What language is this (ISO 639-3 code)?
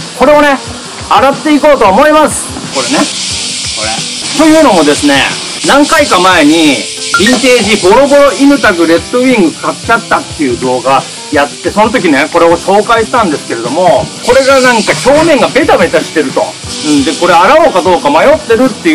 jpn